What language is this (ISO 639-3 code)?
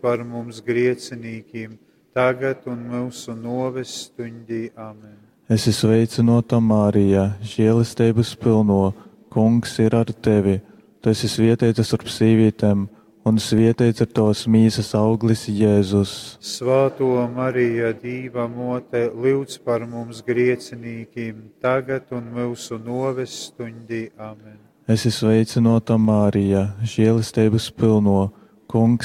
ltg